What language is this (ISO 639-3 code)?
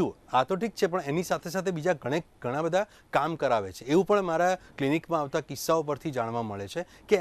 guj